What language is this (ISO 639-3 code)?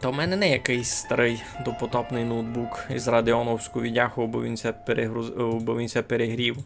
rue